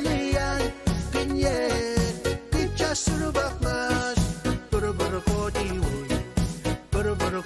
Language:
Pohnpeian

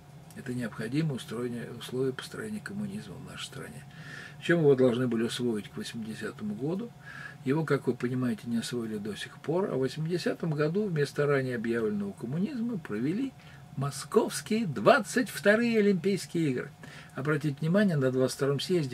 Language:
Russian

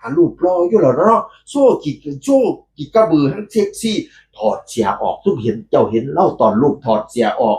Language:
Northeastern Thai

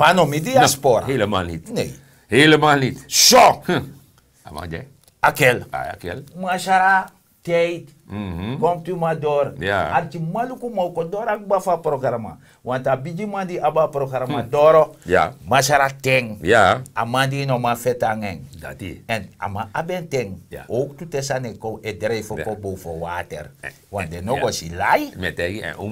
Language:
Sranan Tongo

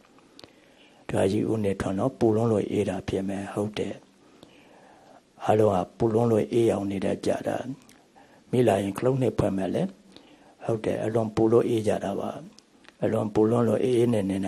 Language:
Burmese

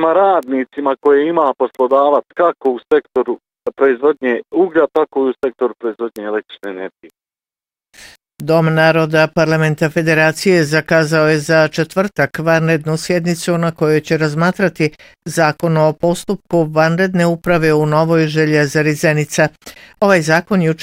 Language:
Bosnian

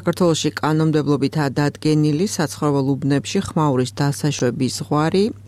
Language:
Georgian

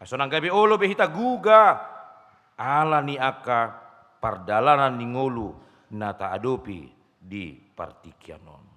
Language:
Batak Toba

